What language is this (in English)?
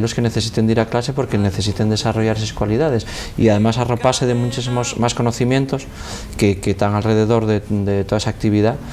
Asturian